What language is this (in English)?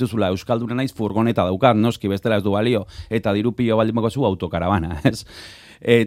Basque